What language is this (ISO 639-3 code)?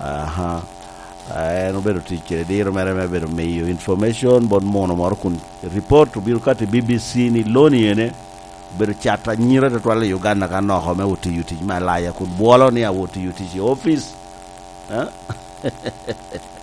laj